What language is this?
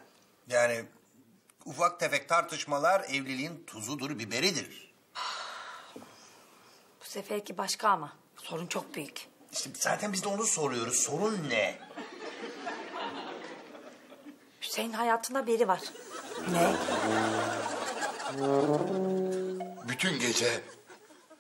Turkish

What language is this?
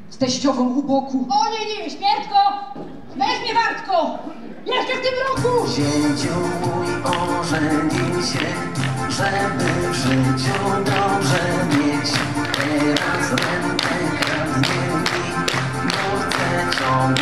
Silesian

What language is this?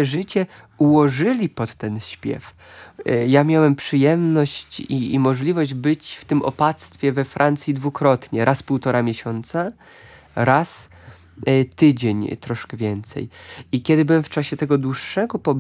Polish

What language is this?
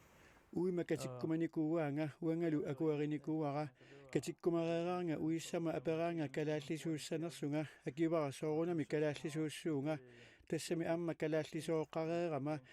Kalaallisut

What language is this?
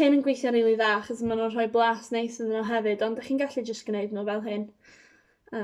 Welsh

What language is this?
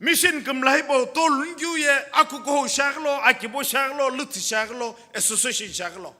Sumi Naga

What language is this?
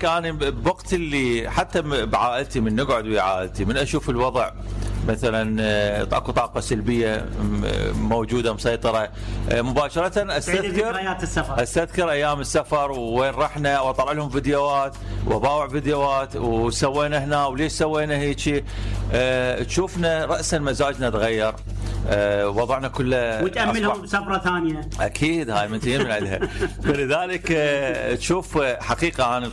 Mesopotamian Arabic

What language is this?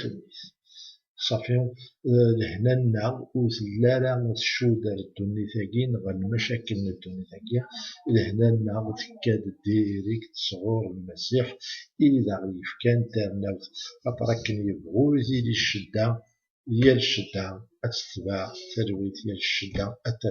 Kabyle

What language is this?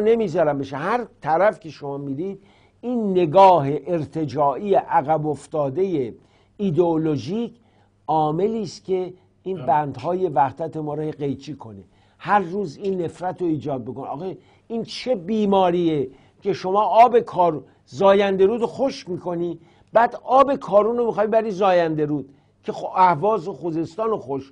Persian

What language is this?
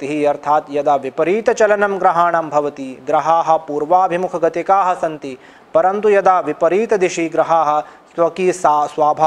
Sanskrit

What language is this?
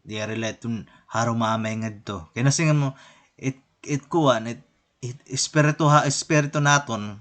Waray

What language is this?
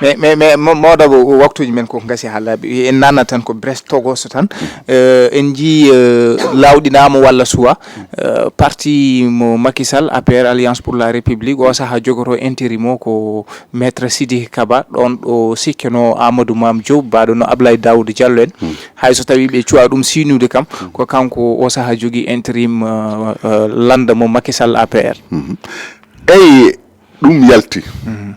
Fula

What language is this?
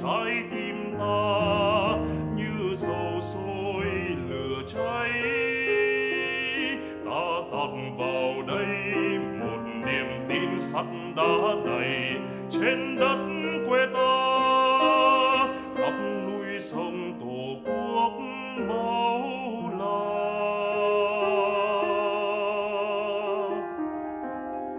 Vietnamese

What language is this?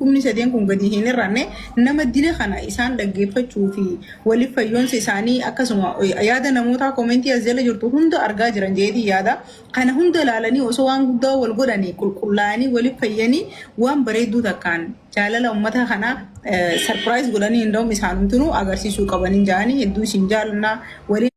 Oromo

